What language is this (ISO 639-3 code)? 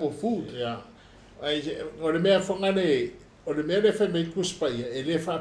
smo